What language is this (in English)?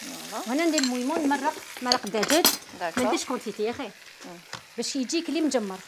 Algerian Arabic